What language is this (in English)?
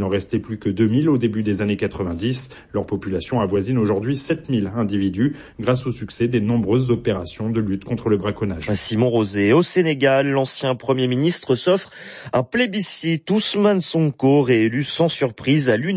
French